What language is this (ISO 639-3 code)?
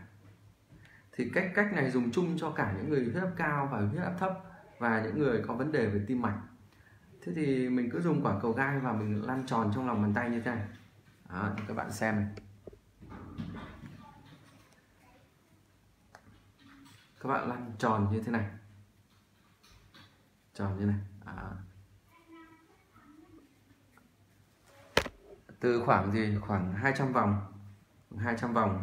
vie